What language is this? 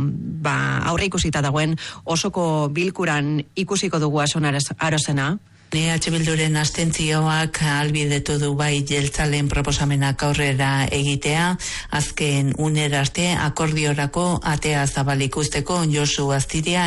Basque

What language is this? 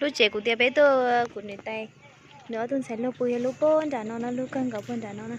Hmong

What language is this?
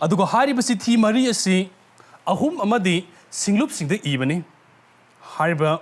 Manipuri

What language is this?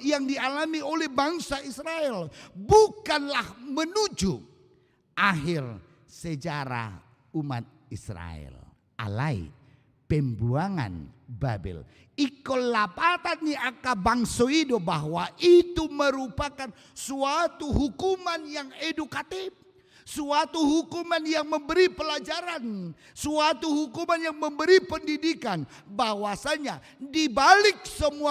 Batak Toba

